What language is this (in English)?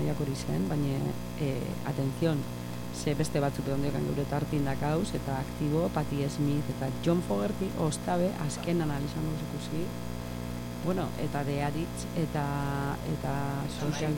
Basque